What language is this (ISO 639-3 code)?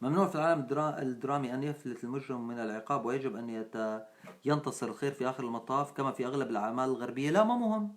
apc